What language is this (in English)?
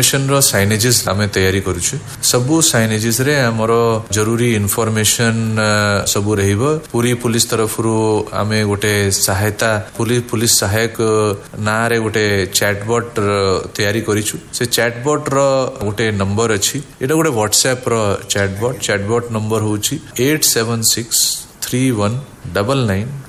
Odia